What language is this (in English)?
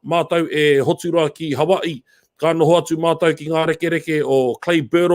Māori